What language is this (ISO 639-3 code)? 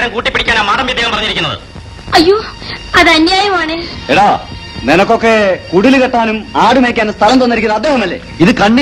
mal